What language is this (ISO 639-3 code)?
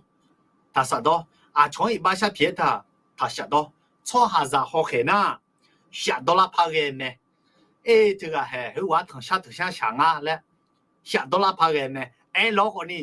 ahk